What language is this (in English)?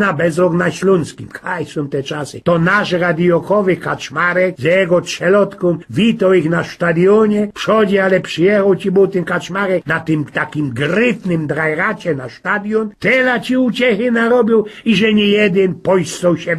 Silesian